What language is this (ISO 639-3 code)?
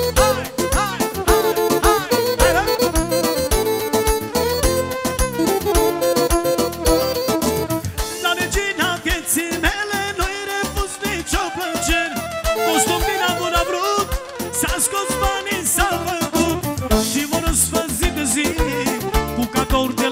ron